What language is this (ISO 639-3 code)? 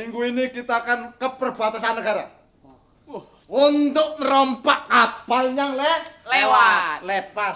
bew